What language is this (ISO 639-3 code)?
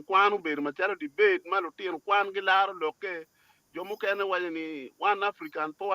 ach